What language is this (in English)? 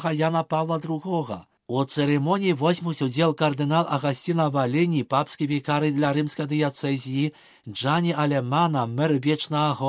Belarusian